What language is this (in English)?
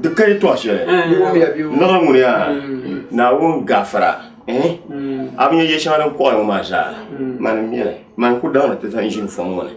Dagbani